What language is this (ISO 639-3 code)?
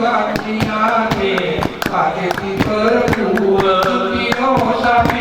gay